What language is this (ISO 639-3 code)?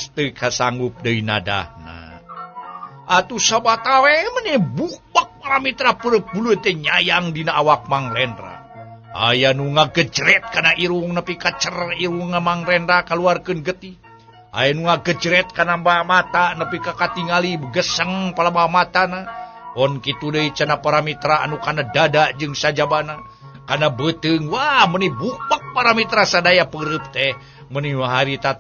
sun